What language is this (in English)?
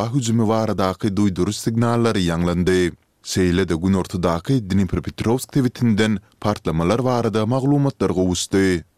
Turkmen